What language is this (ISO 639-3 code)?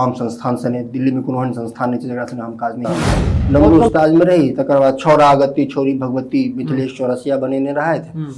mai